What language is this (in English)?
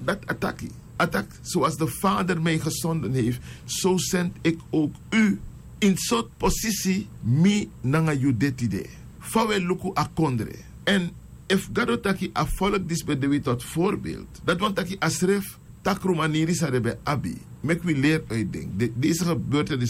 Sranan Tongo